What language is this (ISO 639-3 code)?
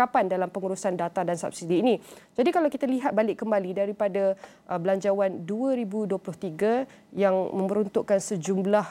msa